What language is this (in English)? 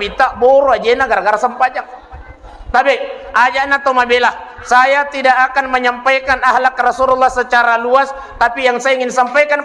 Buginese